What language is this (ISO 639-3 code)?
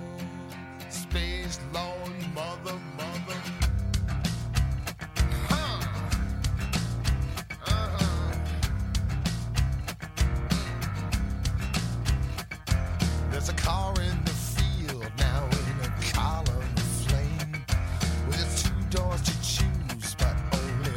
dan